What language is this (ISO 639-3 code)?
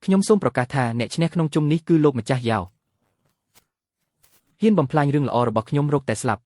khm